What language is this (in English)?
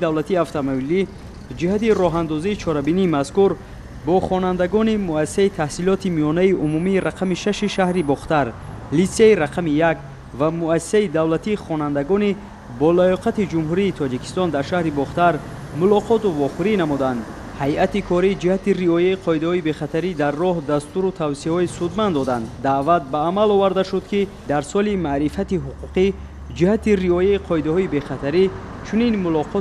Tajik